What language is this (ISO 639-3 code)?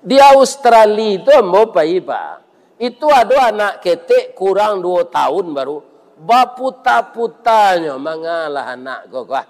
min